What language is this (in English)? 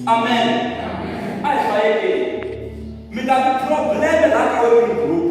Tsonga